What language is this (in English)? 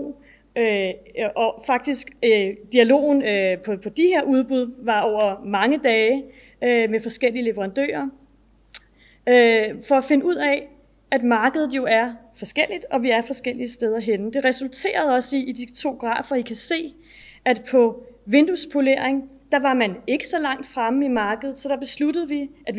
Danish